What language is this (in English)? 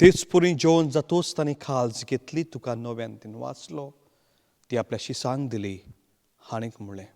Konkani